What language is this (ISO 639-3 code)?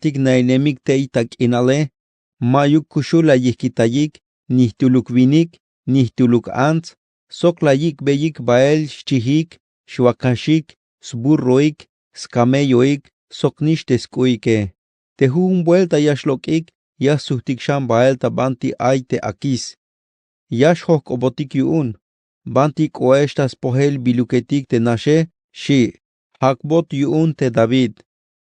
tzh